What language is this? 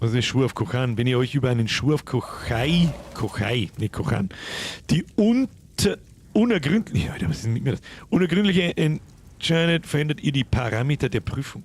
Bavarian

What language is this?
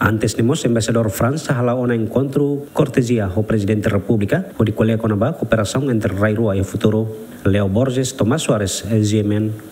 Tetum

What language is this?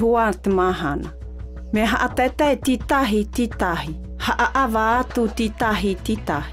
South Marquesan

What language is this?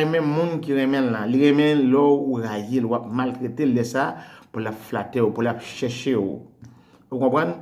Haitian Creole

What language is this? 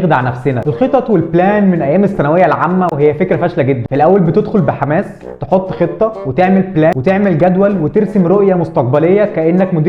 Egyptian Arabic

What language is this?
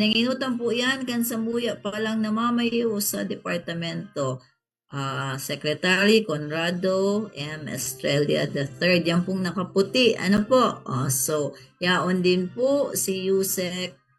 Bikol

